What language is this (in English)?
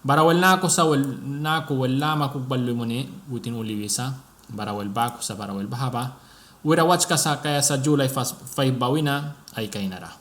Mískito